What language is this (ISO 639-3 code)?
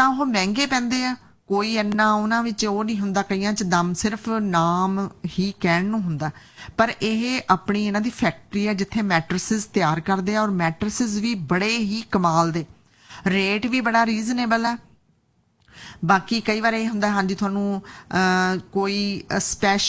pan